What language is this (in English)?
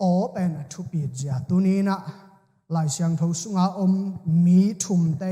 Tedim Chin